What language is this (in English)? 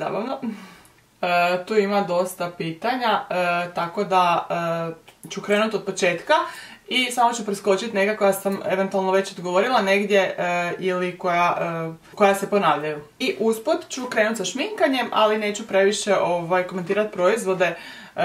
Croatian